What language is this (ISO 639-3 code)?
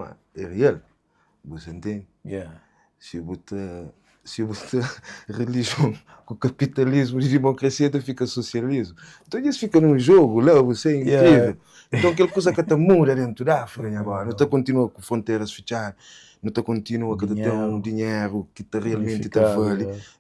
kea